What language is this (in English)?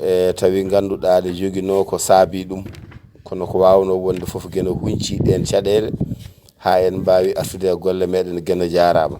Fula